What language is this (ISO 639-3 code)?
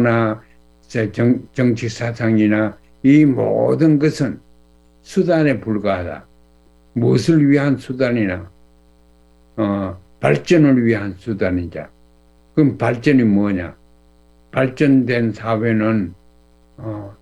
kor